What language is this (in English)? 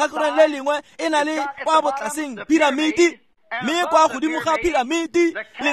Tswana